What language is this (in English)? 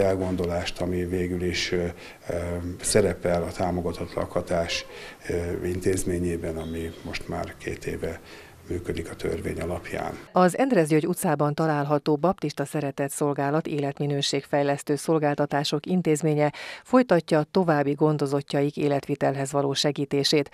Hungarian